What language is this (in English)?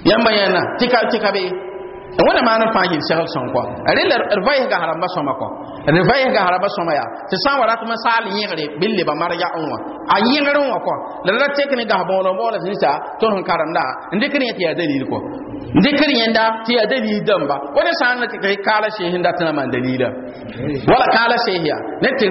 Mossi